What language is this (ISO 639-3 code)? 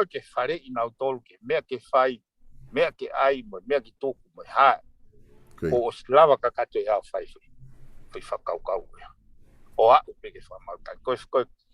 ton